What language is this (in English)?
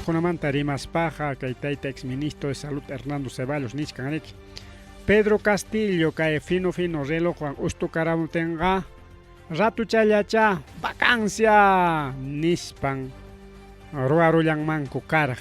Ayacucho Quechua